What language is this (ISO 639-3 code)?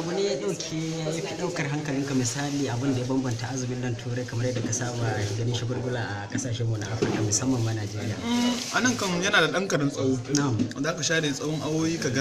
hau